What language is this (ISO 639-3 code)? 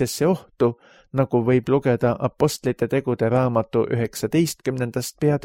est